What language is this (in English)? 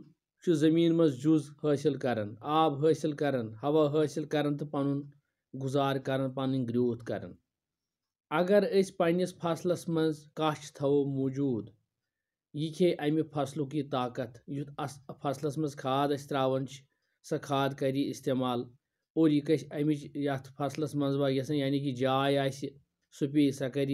Kashmiri